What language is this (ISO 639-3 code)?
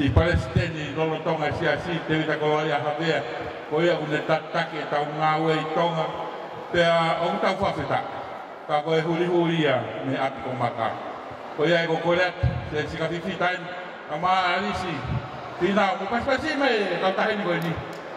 ton